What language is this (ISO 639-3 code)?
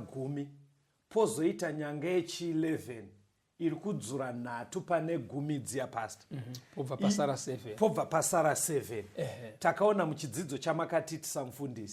sna